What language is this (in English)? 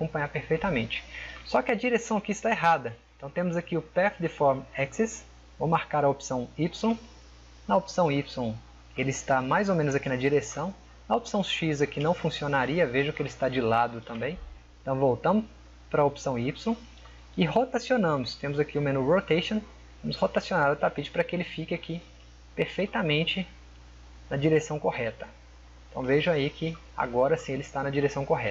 Portuguese